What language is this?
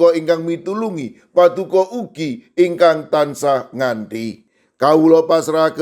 Javanese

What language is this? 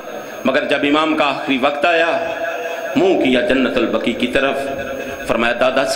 Urdu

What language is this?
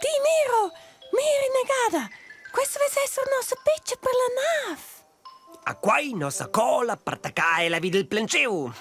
Romansh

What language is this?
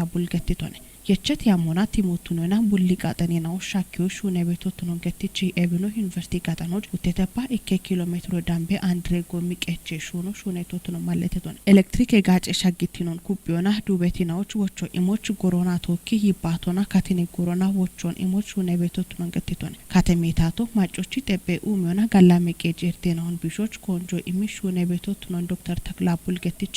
Kafa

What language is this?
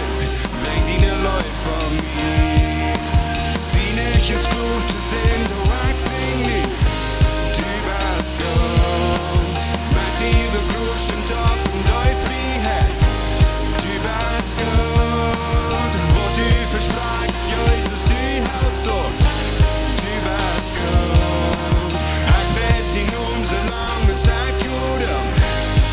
Plautdietsch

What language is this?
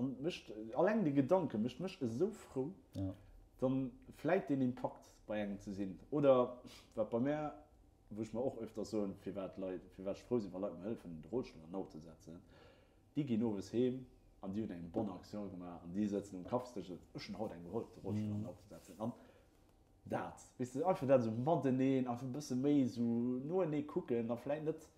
Luxembourgish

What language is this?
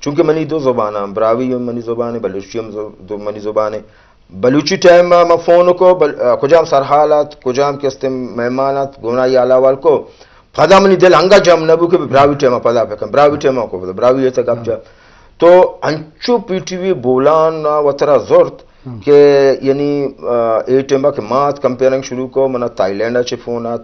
Eastern Balochi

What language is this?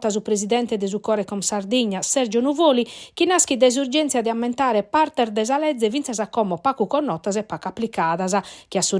Sardinian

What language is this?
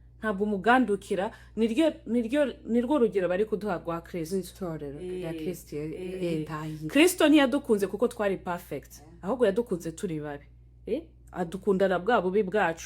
Kinyarwanda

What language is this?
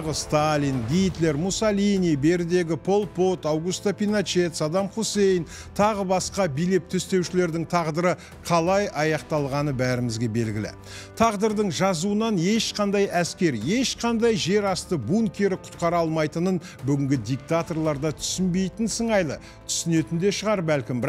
Kazakh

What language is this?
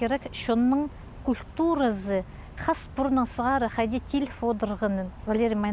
Khakas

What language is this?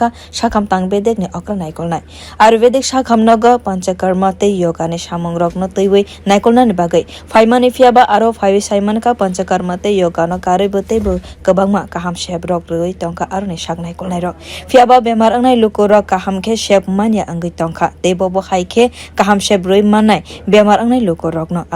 Kok Borok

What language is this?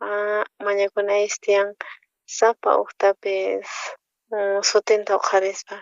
South Bolivian Quechua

